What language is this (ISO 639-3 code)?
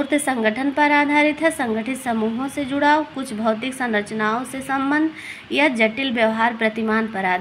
hin